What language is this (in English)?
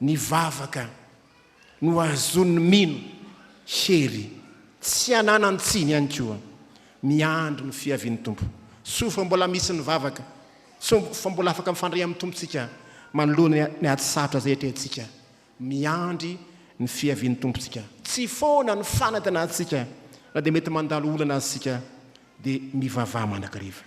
Malagasy